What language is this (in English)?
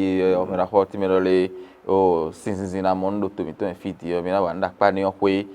Fon